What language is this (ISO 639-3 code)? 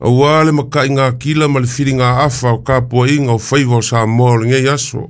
smo